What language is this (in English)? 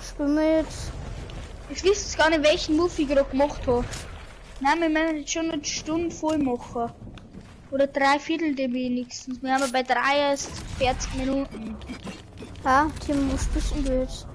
Bavarian